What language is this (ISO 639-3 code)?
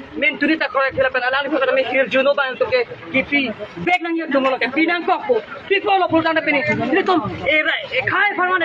mjw